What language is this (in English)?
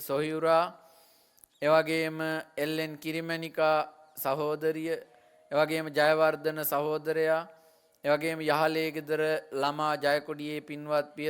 Sinhala